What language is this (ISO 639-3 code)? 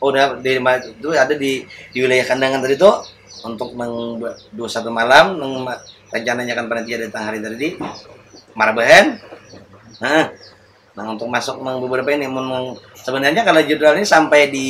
bjn